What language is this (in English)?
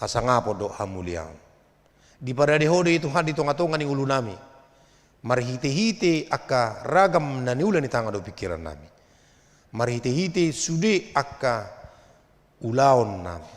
Batak Toba